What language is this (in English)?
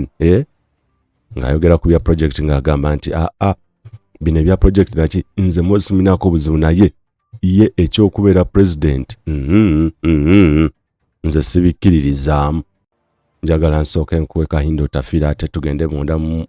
Ganda